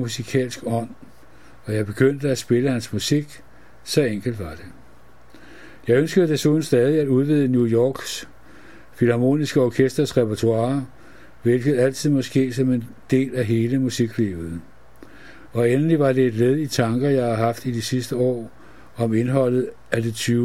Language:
Danish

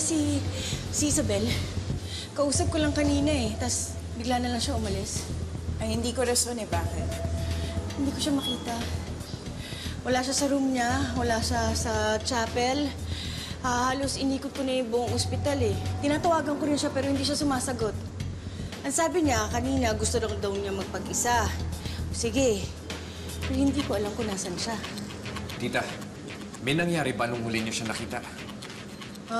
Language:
Filipino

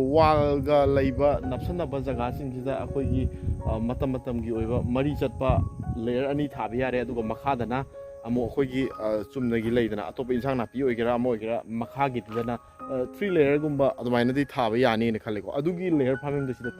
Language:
Manipuri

